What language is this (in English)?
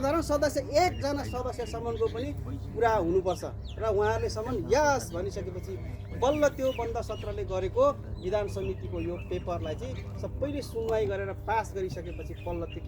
Nepali